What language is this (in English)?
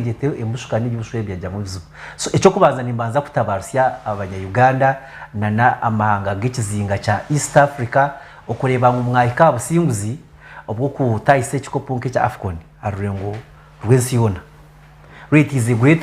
Nyankole